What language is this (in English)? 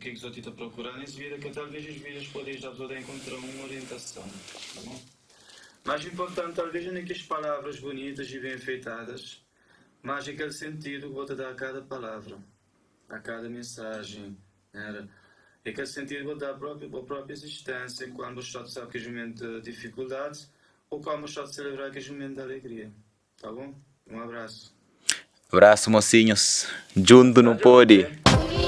Kabuverdianu